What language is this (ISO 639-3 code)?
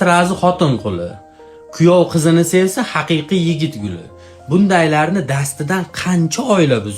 uzb